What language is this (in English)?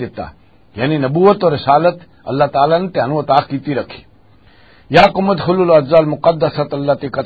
Western Panjabi